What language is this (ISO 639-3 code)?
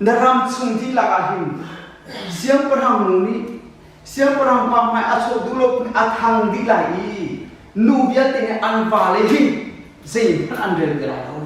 cnh